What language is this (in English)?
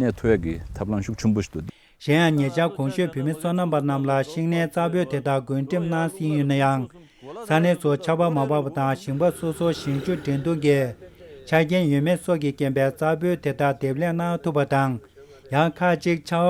Tibetan